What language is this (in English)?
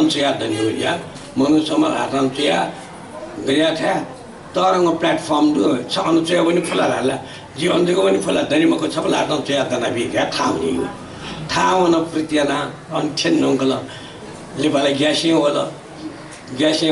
Newari